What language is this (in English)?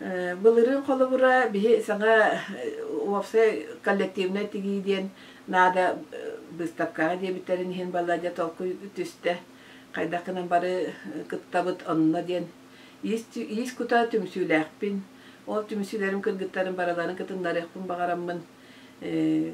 Yakut